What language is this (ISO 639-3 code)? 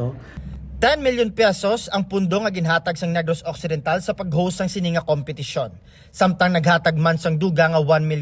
hil